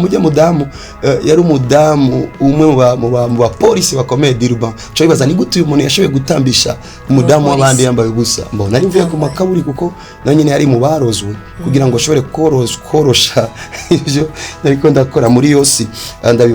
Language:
Rundi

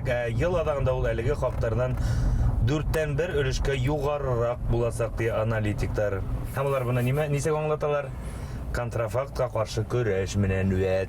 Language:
Bashkir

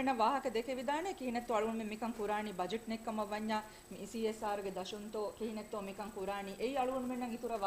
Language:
Divehi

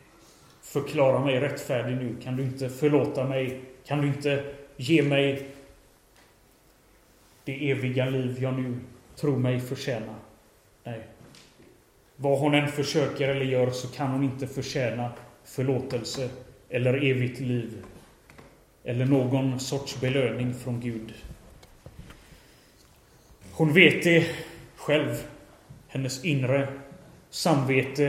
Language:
Swedish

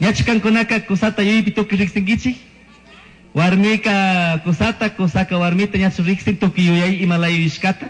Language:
Chimborazo Highland Quichua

